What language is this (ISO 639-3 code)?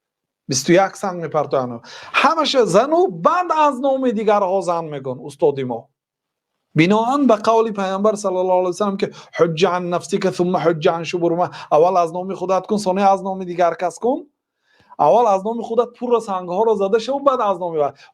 tgk